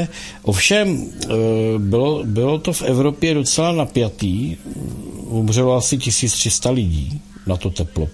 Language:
Czech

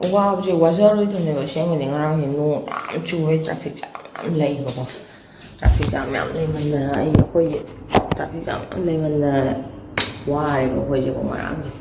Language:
Manipuri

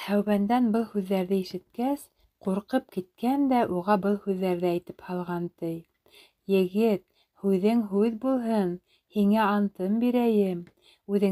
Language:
Bashkir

